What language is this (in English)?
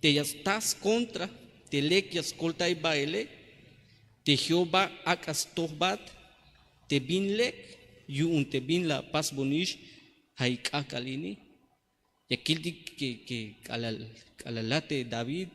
Tzeltal